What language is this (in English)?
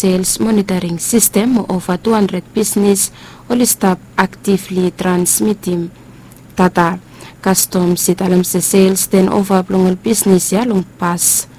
Bislama